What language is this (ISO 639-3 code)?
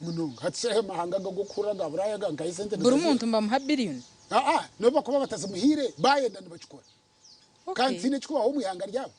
nyn